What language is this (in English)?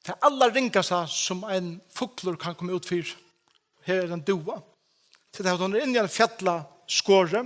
Faroese